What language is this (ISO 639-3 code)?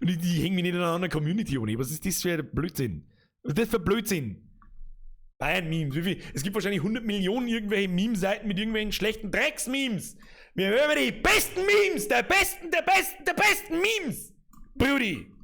bar